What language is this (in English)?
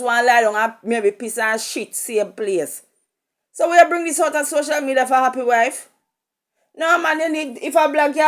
Jamaican Creole English